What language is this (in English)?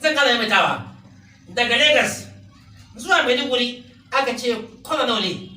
Hausa